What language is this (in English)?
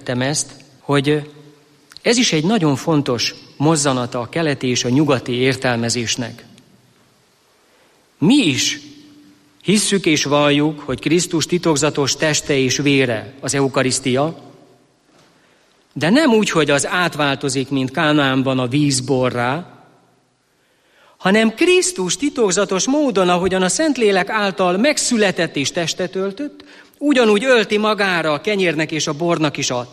Hungarian